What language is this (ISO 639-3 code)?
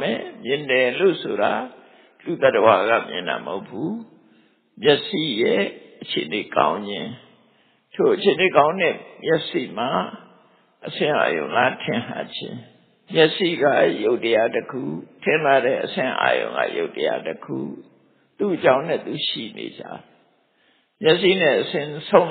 mya